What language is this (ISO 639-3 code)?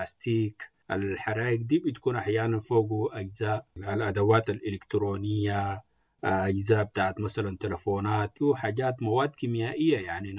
apd